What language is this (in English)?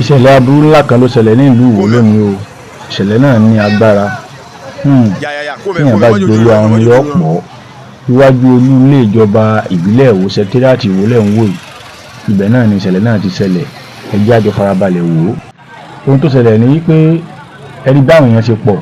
Yoruba